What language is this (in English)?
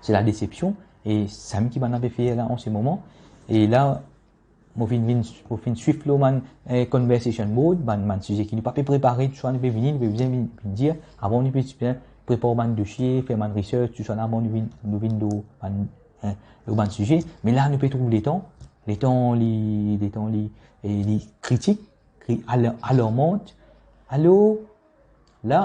Morisyen